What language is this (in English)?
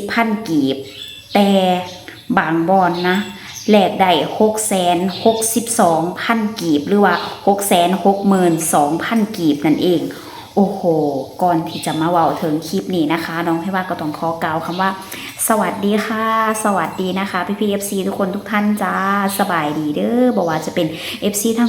Lao